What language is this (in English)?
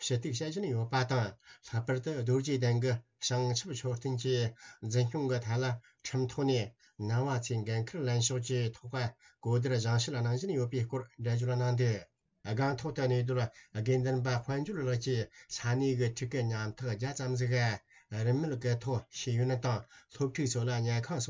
Tibetan